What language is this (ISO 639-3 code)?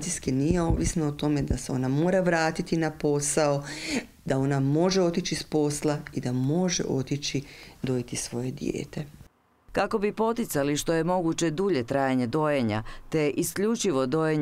hrv